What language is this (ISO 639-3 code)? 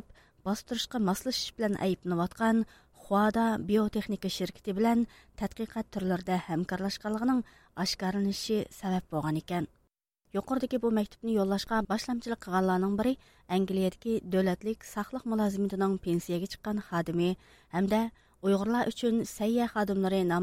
uig